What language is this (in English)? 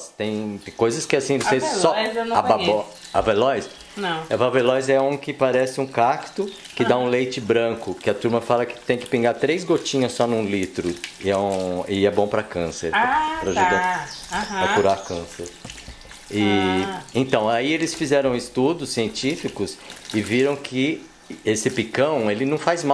Portuguese